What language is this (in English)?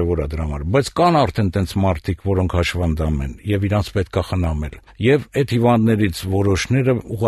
Armenian